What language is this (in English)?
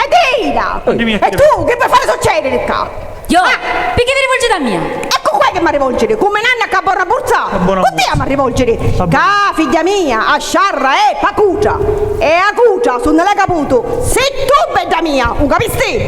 Sicilian